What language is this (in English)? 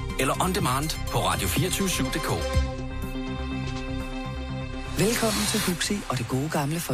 Danish